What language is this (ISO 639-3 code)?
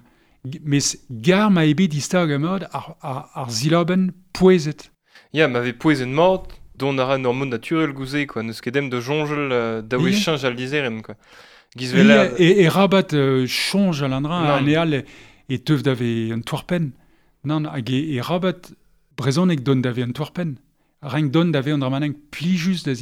bre